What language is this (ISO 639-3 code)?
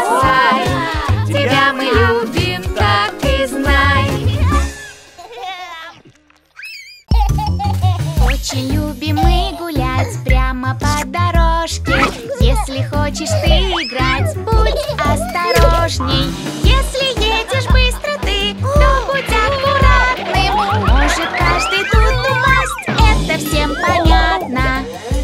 rus